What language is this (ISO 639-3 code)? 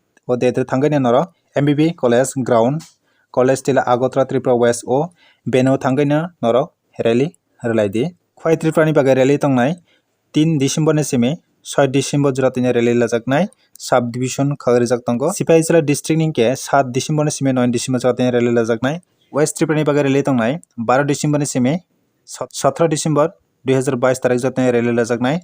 trp